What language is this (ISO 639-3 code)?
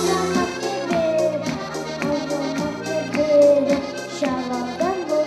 chv